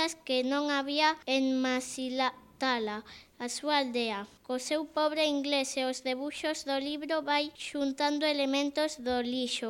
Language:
Galician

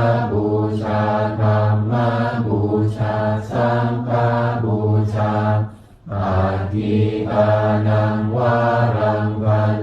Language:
Pali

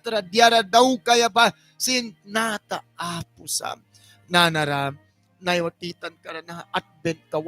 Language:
Mískito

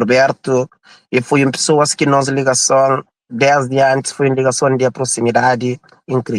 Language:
Kabuverdianu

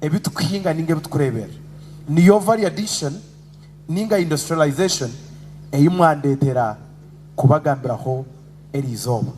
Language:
Nyankole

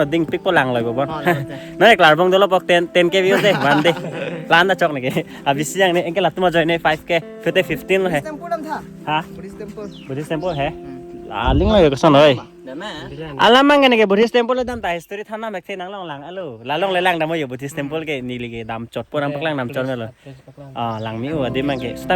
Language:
Karbi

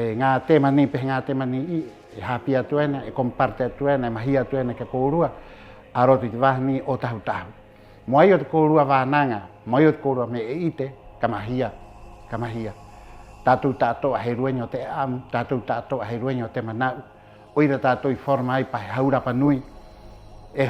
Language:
Rapanui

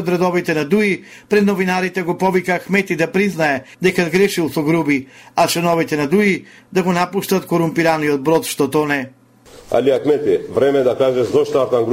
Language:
Macedonian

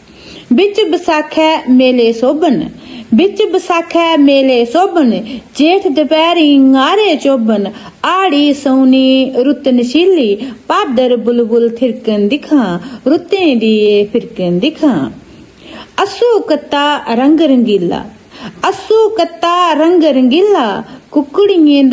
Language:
Dogri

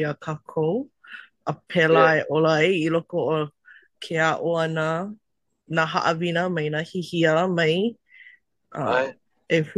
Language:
Hawaiian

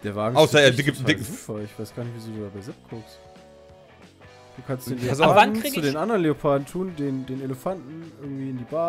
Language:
German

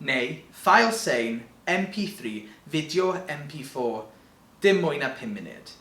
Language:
Welsh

